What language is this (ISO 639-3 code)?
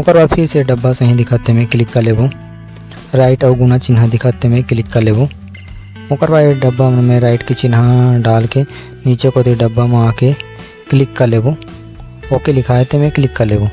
hne